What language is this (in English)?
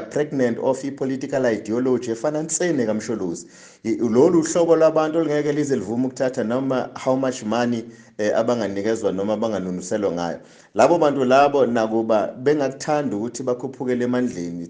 Zulu